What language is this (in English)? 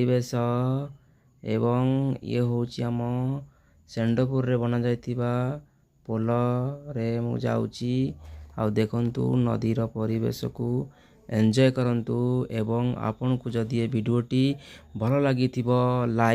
Odia